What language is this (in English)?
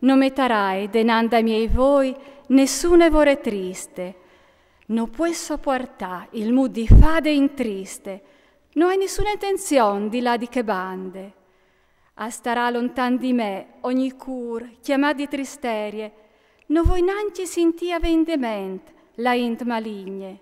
Friulian